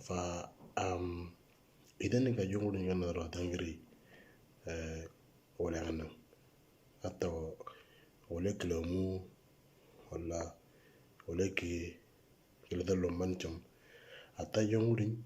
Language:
Moro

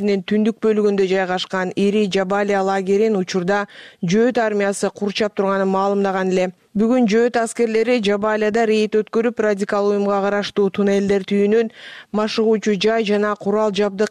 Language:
Kyrgyz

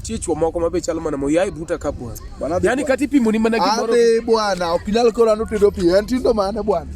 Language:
Luo (Kenya and Tanzania)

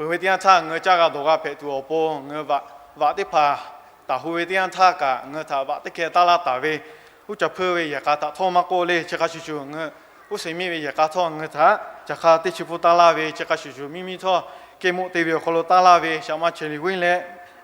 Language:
Lahu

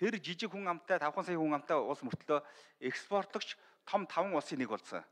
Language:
Mongolian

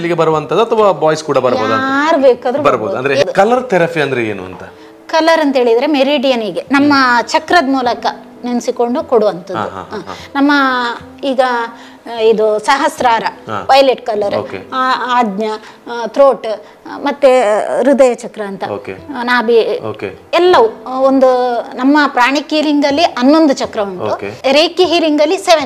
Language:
Kannada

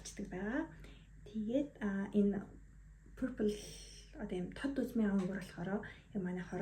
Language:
Mongolian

